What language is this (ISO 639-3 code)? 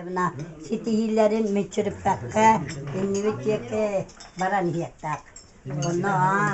sah